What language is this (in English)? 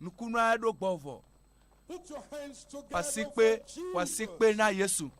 Ewe